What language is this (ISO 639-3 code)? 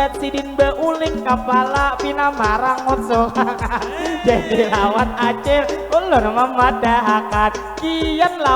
bjn